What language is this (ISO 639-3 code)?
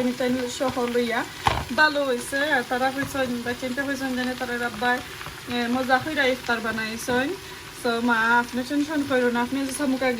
syl